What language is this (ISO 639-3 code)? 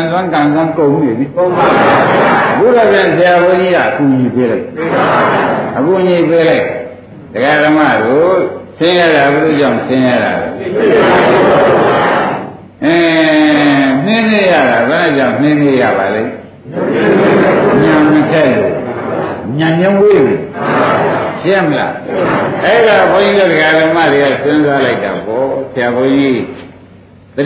mya